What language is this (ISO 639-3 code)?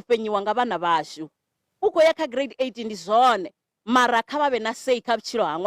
ven